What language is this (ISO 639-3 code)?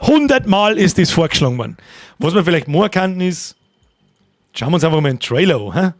bar